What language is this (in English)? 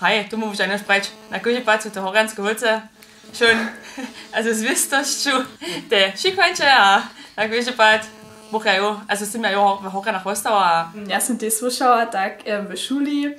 Upper Sorbian